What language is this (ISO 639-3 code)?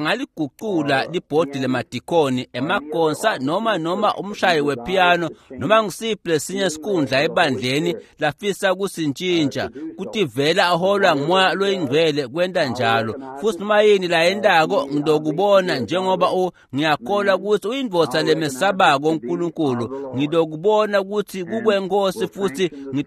ssw